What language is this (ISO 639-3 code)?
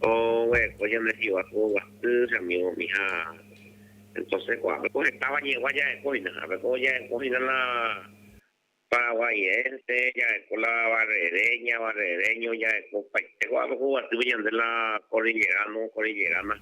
grn